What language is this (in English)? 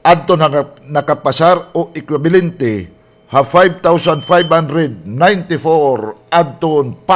Waray